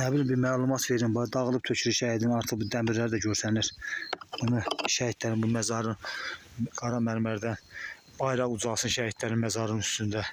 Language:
Azerbaijani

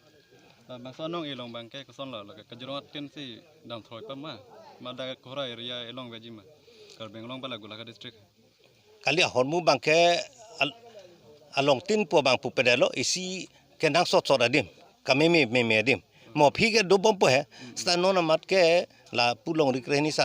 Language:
Karbi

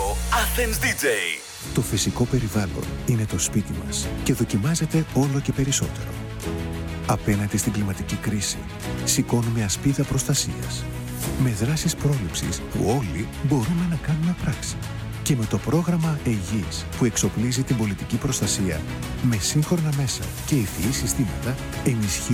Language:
Greek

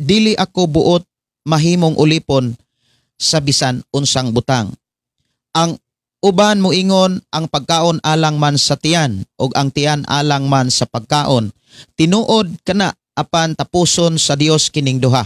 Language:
Cebuano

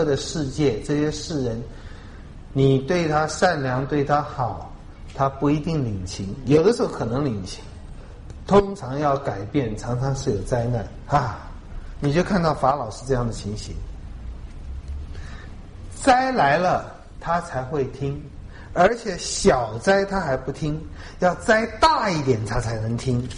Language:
Chinese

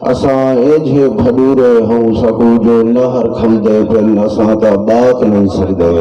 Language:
Saraiki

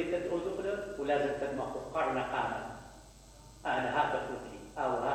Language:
Mesopotamian Arabic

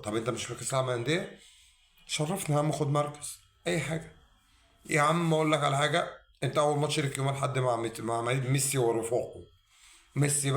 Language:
Egyptian Arabic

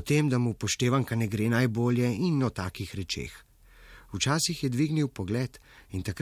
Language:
Slovenian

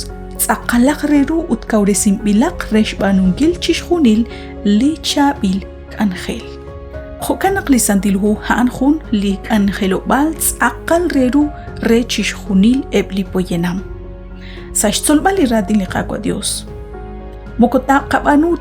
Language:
Kekchí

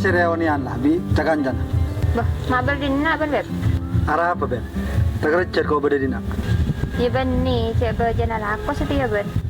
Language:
Madurese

